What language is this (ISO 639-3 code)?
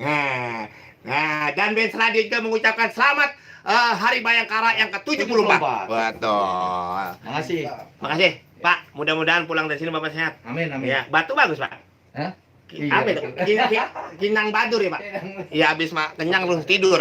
bew